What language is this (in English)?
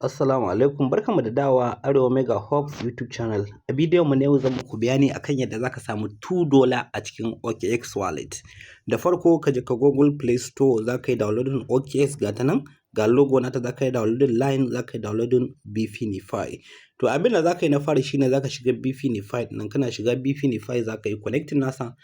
Hausa